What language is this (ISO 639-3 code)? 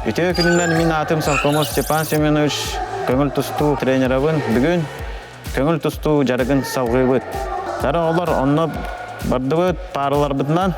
sah